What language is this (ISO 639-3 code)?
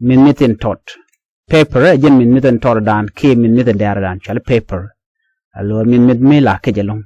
nus